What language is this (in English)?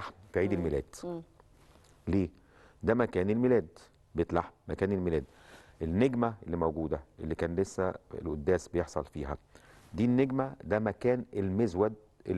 Egyptian Arabic